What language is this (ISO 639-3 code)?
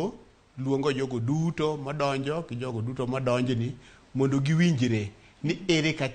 luo